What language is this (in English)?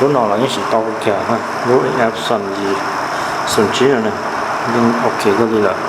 Hmong